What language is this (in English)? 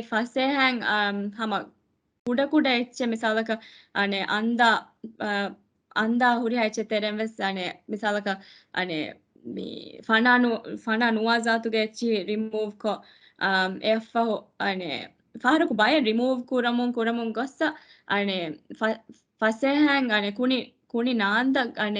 Divehi